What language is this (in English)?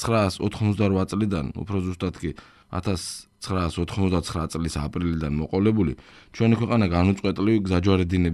Georgian